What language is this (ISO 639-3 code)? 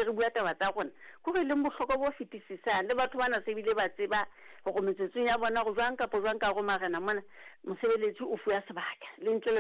sot